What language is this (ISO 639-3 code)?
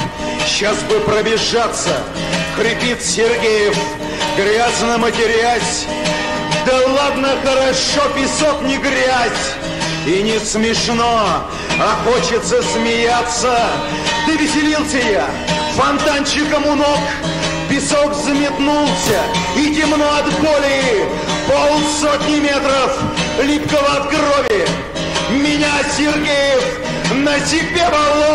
rus